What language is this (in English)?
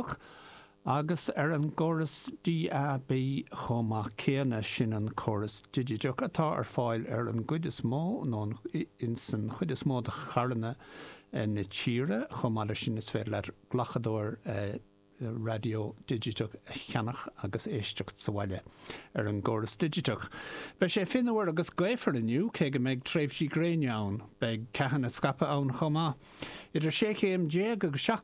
Irish